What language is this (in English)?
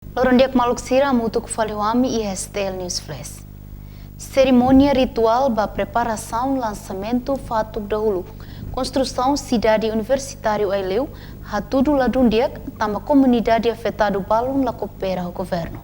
Tetum